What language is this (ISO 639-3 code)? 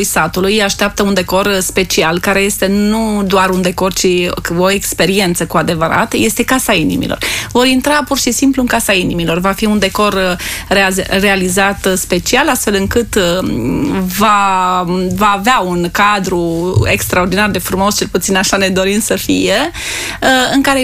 ron